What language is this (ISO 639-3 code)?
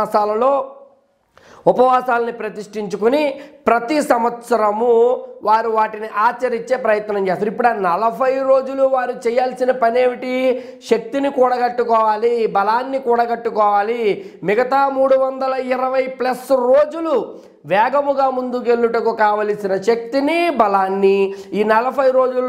tel